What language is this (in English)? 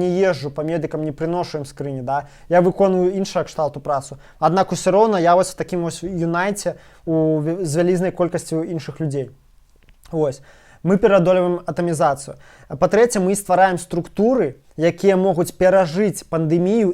Belarusian